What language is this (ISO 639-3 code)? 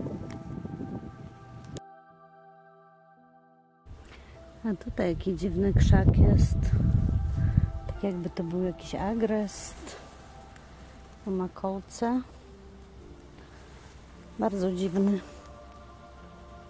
pol